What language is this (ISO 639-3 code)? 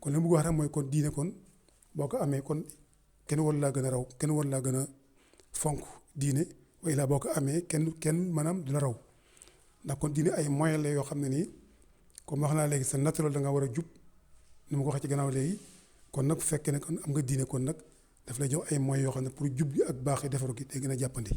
wol